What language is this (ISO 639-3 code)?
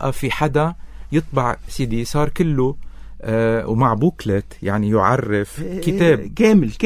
apc